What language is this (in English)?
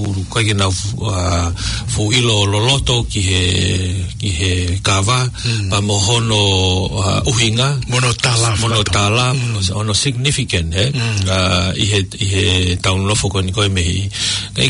Tongan